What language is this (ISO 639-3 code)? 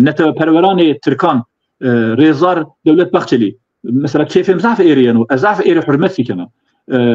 zza